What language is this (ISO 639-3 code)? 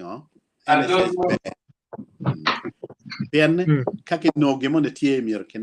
ach